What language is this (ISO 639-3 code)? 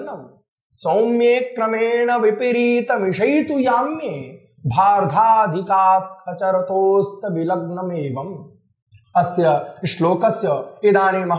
san